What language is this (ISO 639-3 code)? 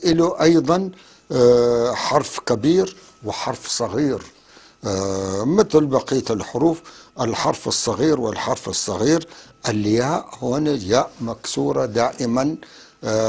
apc